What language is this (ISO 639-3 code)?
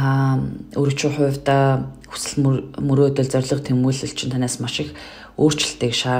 mon